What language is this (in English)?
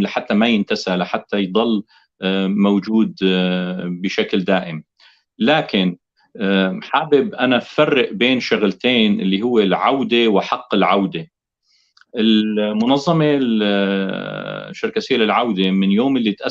North Levantine Arabic